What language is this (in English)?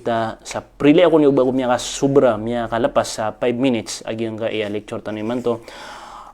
Maranao